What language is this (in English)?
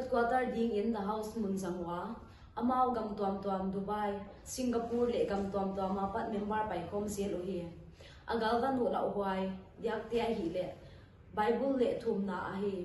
Paite Chin